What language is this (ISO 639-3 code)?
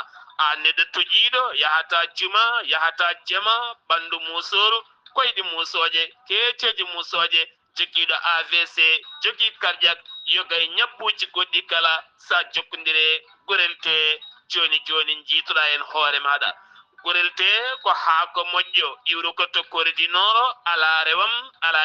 ful